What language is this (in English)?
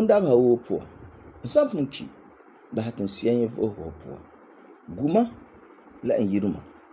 Frafra